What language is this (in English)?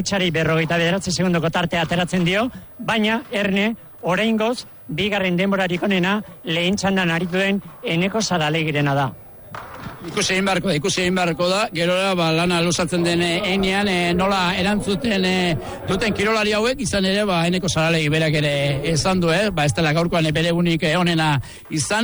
Basque